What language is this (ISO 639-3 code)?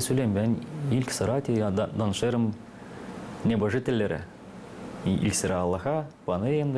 gag